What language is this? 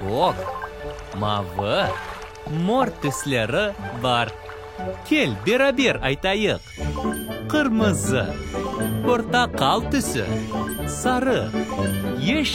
Crimean Tatar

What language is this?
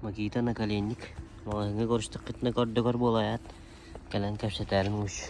Yakut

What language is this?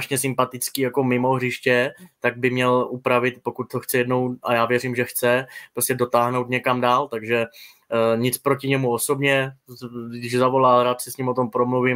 Czech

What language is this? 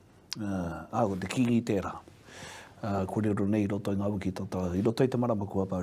Māori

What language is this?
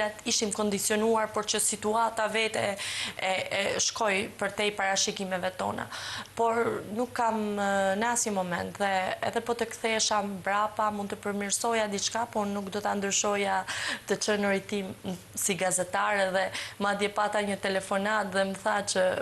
Albanian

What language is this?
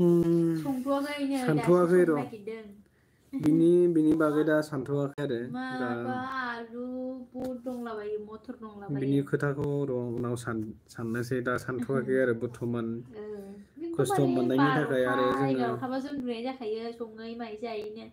Bodo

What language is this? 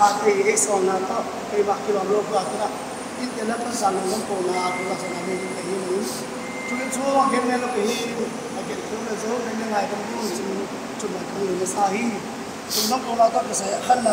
Tedim Chin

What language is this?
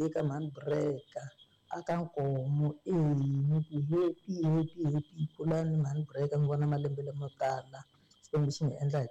Tsonga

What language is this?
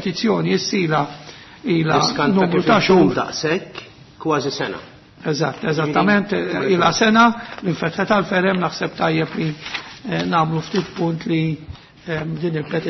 Maltese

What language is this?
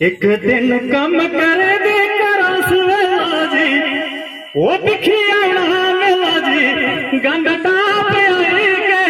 Dogri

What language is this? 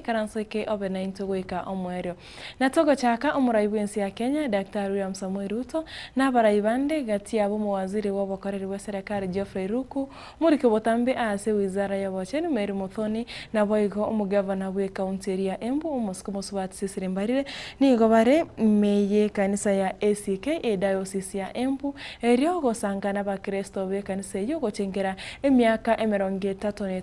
Gusii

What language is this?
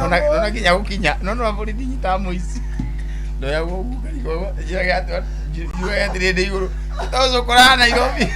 Kikuyu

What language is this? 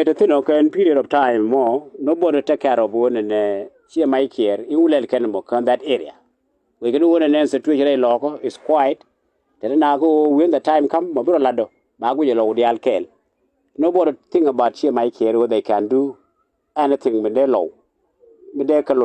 Nuer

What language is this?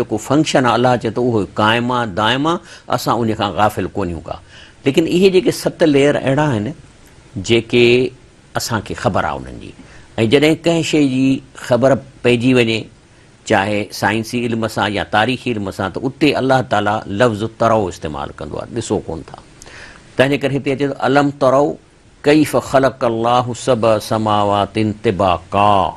Sindhi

